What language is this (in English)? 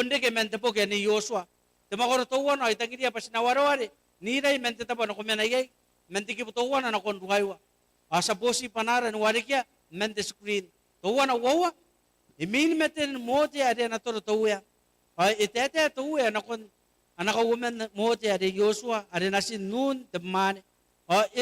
Gilbertese